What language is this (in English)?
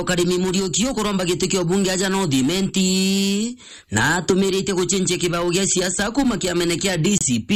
Meru